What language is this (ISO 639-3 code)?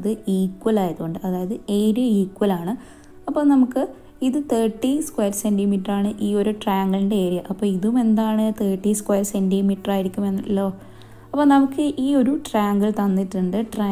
mal